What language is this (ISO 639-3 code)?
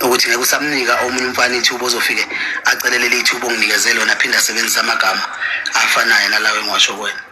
zul